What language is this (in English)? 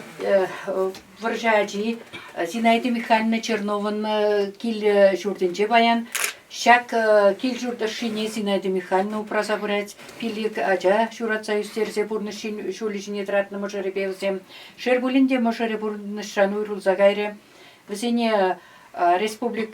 Chuvash